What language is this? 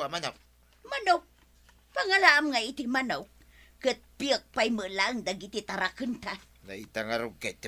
Iloko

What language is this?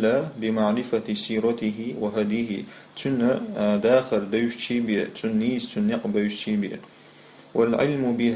Chechen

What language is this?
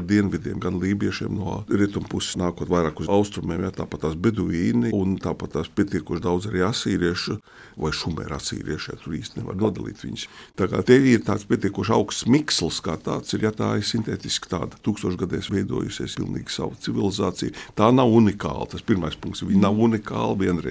Latvian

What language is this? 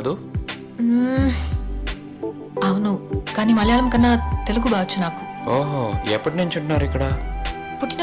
Telugu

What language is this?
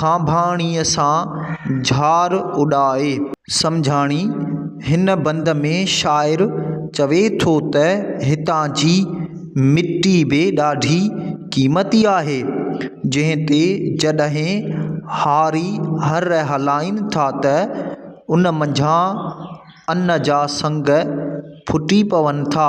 Sindhi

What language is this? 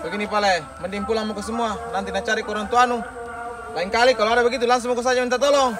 Makassar Malay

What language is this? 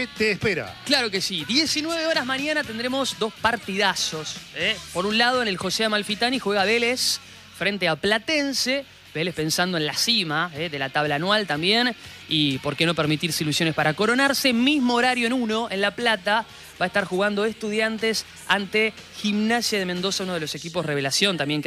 Spanish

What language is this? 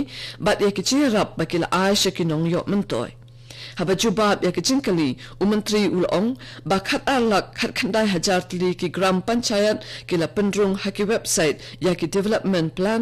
Khasi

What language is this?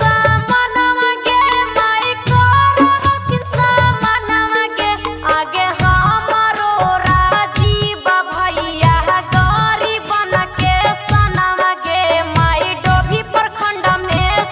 Magahi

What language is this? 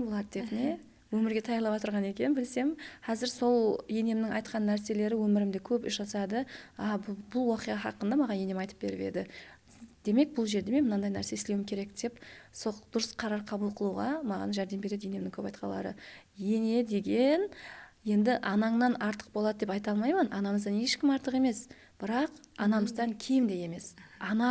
Kara-Kalpak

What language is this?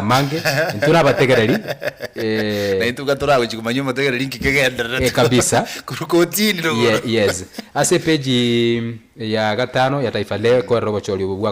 Gusii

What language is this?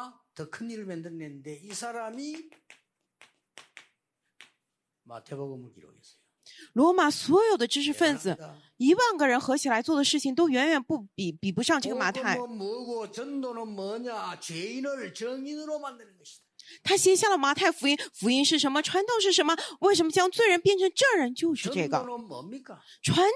Korean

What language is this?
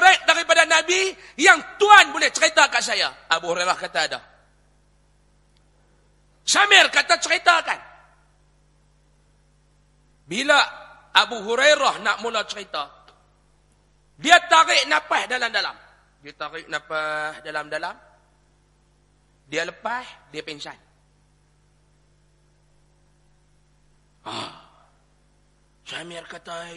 Malay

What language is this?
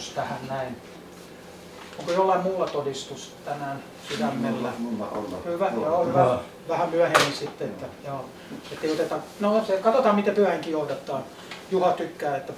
Finnish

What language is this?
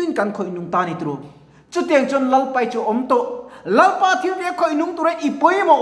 Mizo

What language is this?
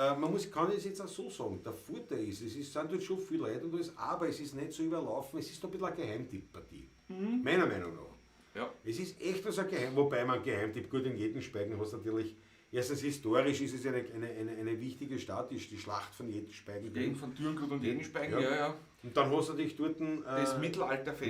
Bavarian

